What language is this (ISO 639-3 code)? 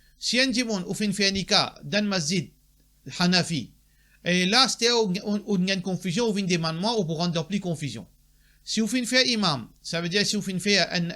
mfe